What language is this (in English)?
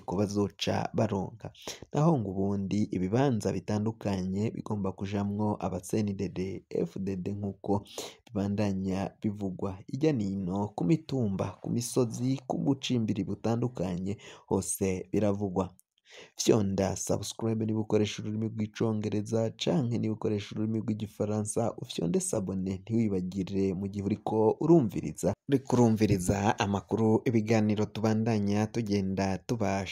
Rundi